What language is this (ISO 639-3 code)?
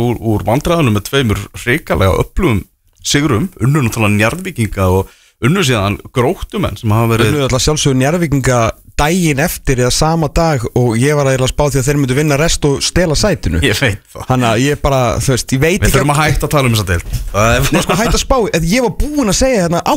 isl